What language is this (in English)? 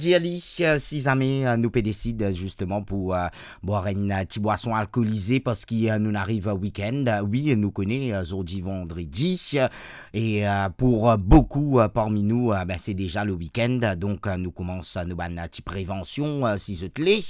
Morisyen